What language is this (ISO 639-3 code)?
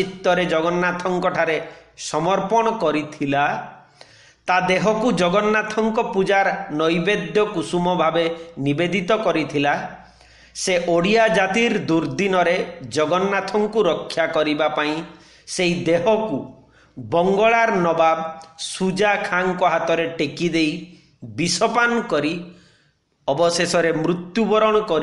ori